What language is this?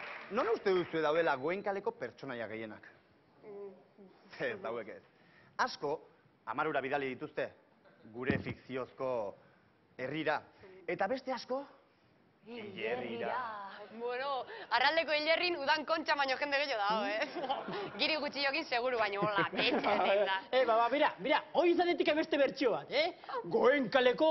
Basque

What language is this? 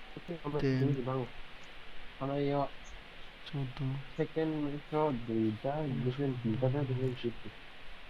Kok Borok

